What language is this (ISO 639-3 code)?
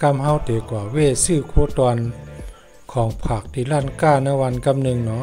shn